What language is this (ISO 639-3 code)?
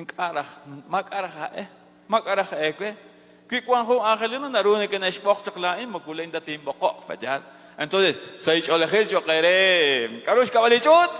kek